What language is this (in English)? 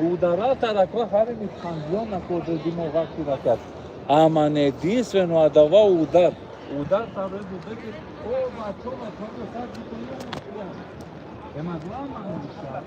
Balkan Romani